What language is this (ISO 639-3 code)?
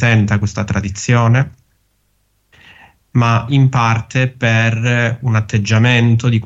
ita